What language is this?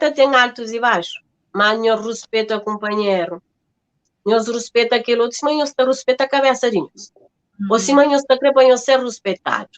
Kabuverdianu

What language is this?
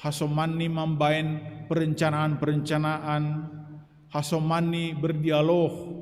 Batak Simalungun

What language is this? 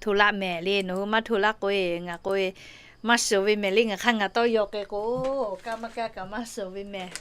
Lahu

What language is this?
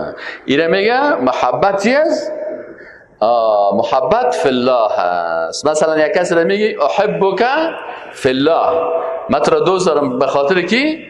Persian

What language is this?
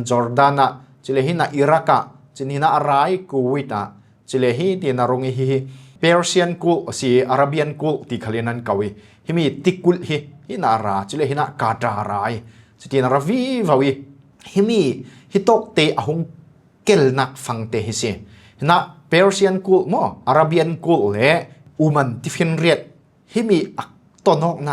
Falam Chin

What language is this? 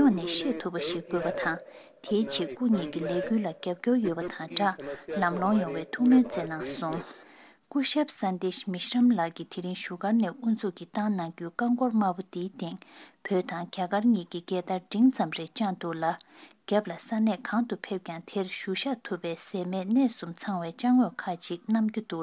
Tibetan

